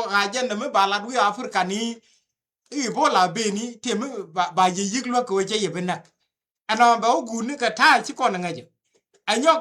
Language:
Nuer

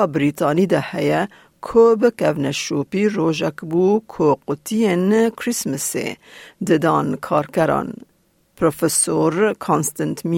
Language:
Kurdish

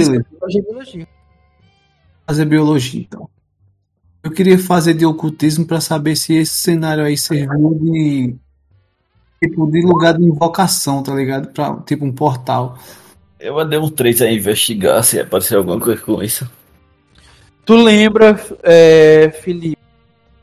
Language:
Portuguese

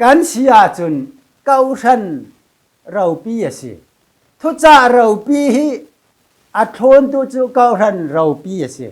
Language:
Falam Chin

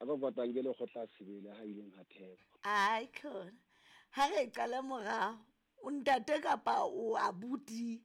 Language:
Southern Sotho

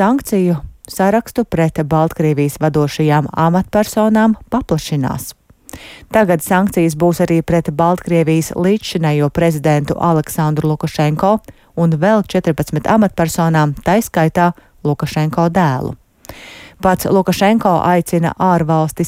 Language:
Latvian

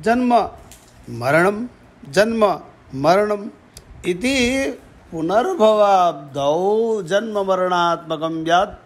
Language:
Sanskrit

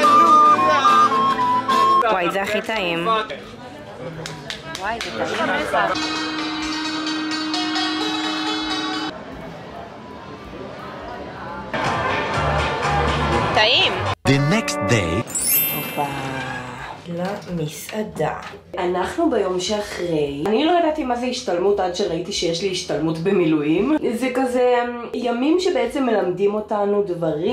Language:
Hebrew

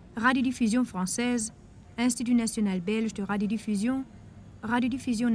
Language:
German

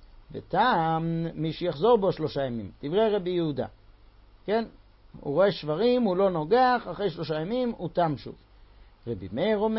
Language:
Hebrew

